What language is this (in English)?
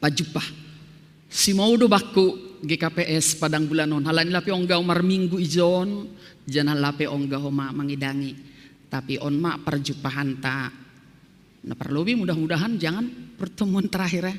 Batak Simalungun